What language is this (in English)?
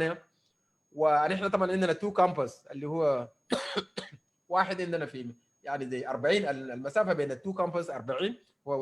Sudanese Arabic